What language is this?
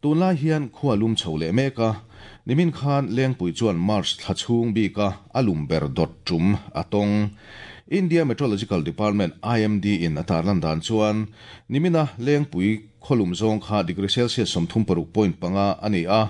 Mizo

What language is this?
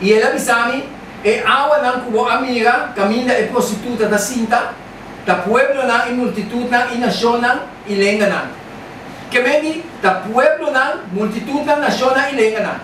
Papiamento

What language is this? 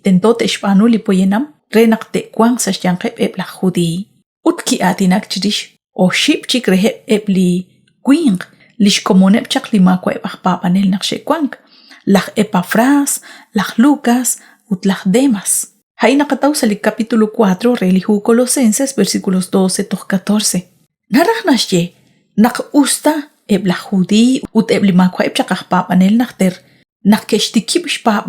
Kekchí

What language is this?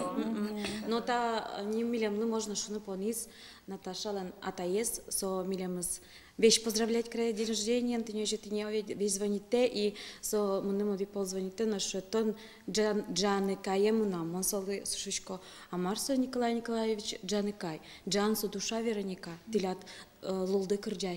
Udmurt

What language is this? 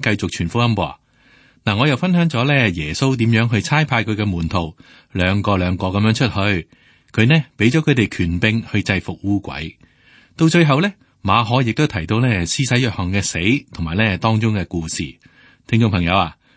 Cantonese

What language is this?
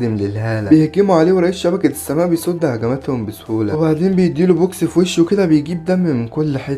Egyptian Arabic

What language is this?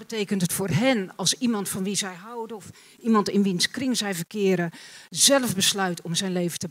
Dutch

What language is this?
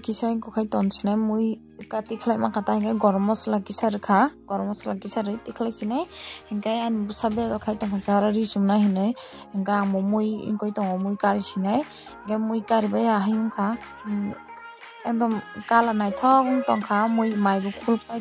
Kok Borok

